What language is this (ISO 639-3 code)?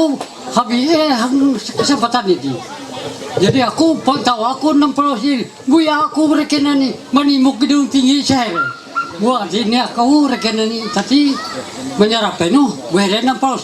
mhy